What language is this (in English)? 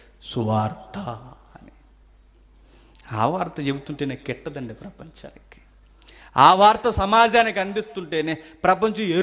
Telugu